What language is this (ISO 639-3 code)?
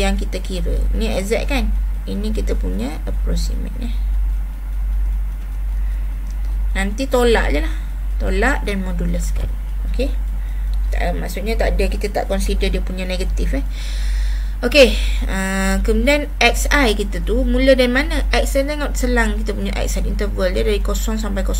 msa